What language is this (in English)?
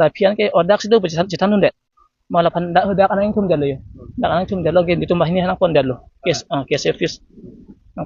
Karbi